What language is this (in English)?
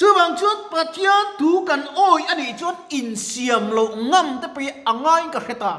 Mizo